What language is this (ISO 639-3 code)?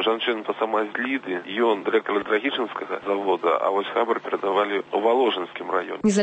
bel